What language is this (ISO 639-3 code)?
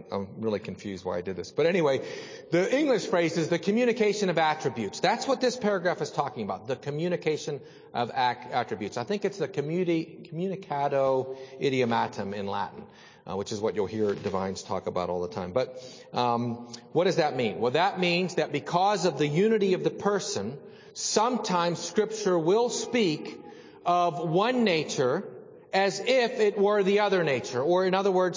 eng